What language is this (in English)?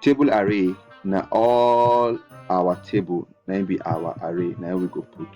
Nigerian Pidgin